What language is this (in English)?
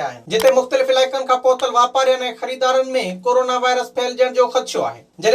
Sindhi